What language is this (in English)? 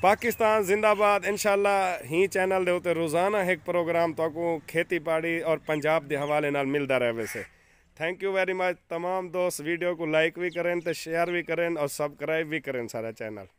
Saraiki